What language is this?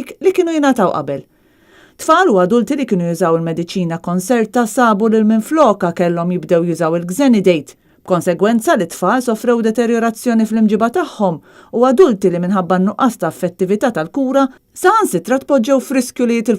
Maltese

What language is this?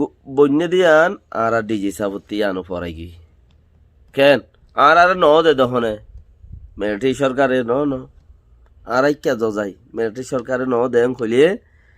Rohingya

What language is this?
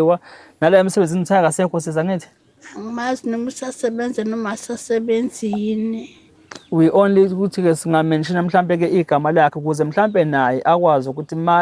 Zulu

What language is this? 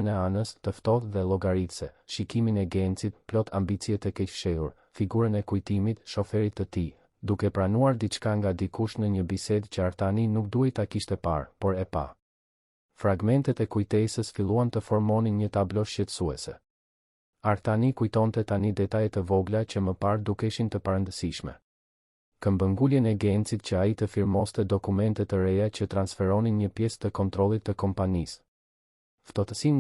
Albanian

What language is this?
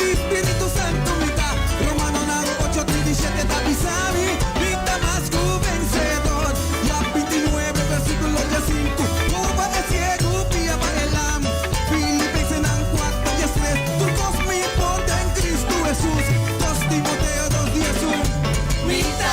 Papiamento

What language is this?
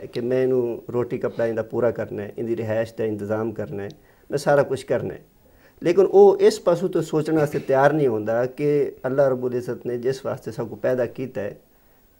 Saraiki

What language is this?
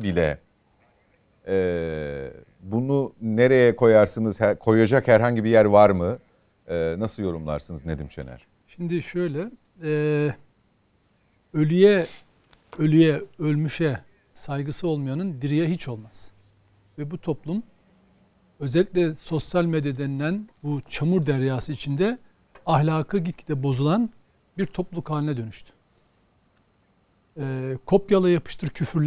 Turkish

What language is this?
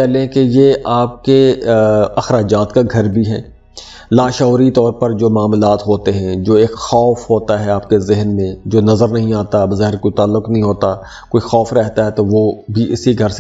Urdu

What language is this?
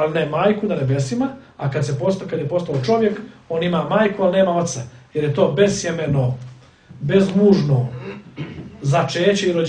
Croatian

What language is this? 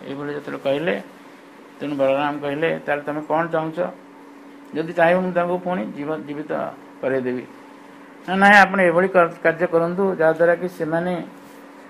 Odia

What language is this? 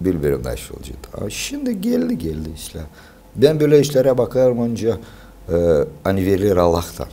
Gagauz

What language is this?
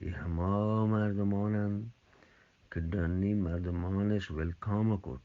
Eastern Balochi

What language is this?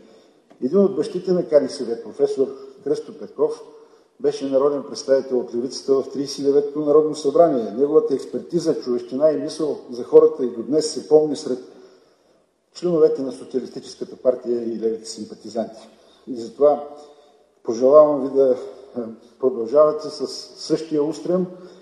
Bulgarian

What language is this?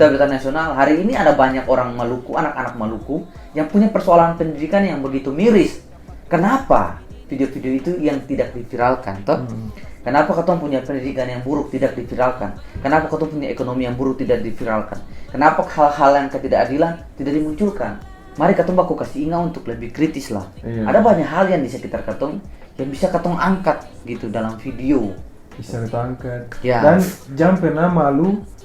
Ambonese Malay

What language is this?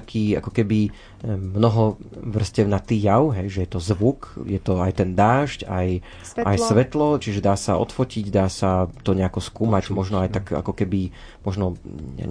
Slovak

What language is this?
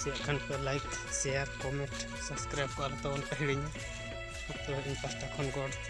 Santali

